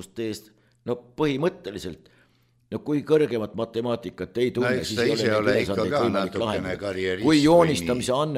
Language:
Estonian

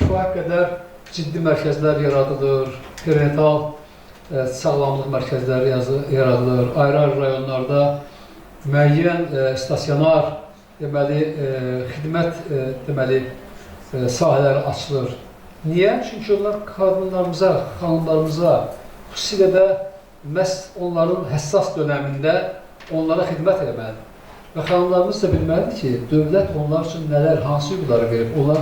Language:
Azerbaijani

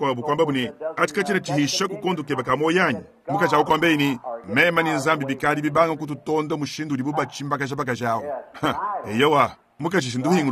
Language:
Luba-Lulua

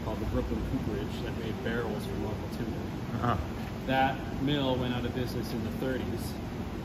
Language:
English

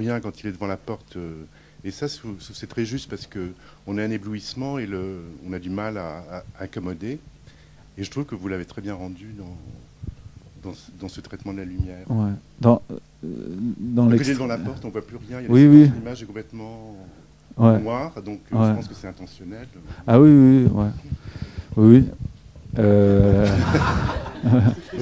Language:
French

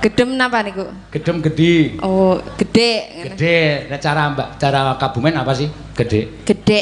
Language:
Javanese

